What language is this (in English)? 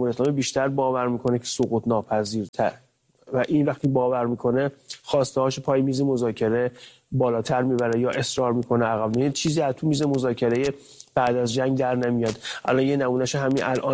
Persian